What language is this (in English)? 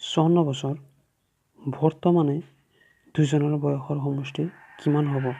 Assamese